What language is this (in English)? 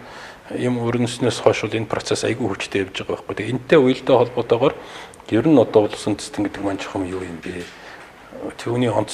Mongolian